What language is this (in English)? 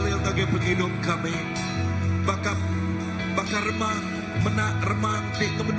Iban